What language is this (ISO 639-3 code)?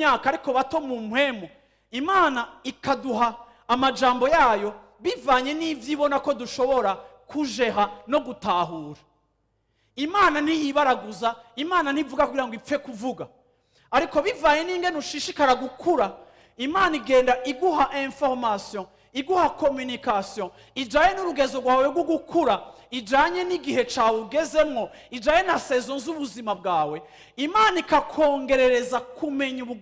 run